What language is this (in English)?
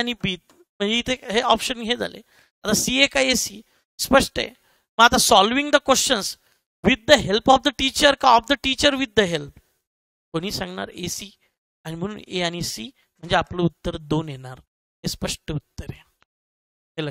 Marathi